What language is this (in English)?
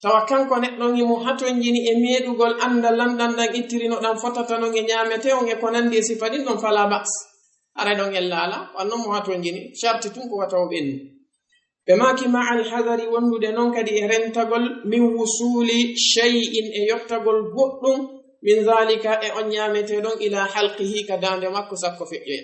Fula